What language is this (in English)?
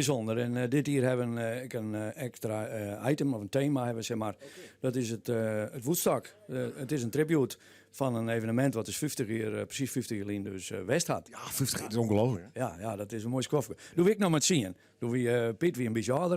Western Frisian